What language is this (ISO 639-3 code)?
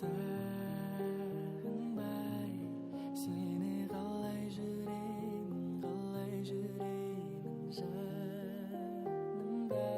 kaa